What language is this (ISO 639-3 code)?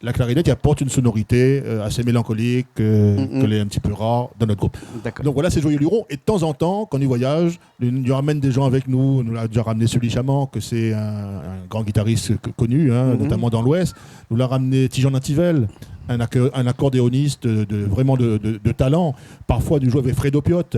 rcf